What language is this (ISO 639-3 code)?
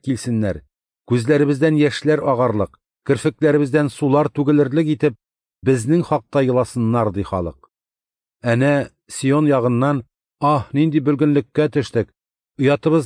tat